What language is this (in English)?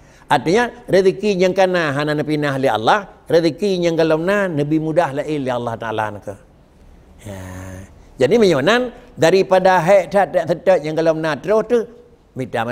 Achinese